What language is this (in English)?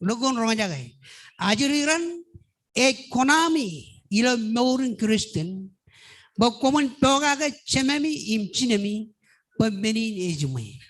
Marshallese